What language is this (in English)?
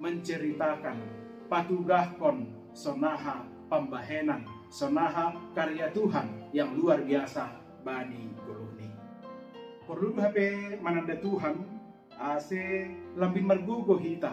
Batak Simalungun